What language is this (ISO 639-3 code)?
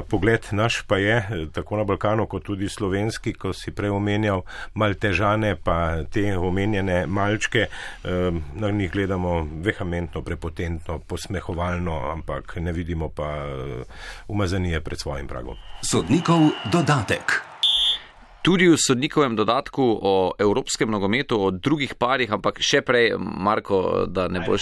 slv